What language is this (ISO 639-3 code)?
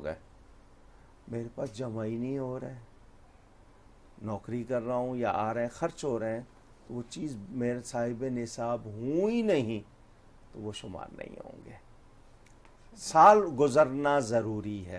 urd